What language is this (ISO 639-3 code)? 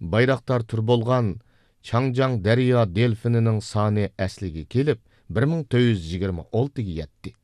uig